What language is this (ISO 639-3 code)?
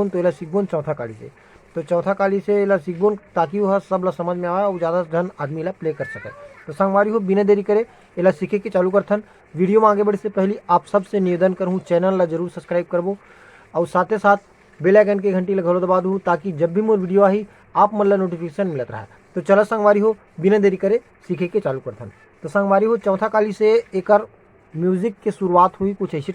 hne